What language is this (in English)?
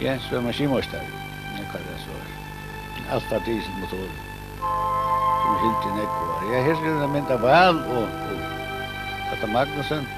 Faroese